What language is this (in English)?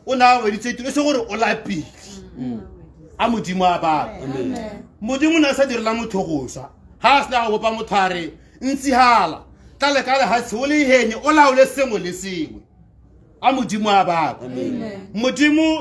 Tswana